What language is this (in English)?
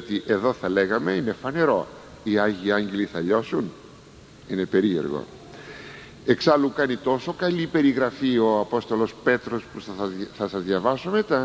Greek